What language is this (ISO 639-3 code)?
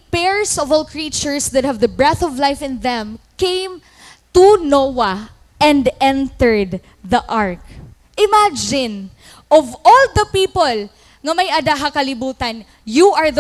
war